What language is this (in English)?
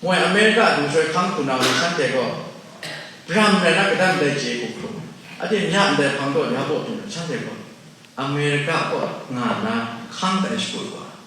Kachin